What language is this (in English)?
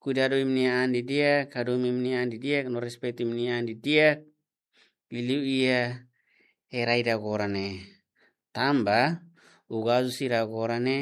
Tetum